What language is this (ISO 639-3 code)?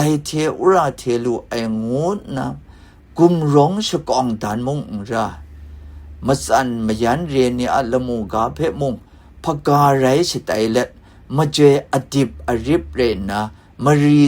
kac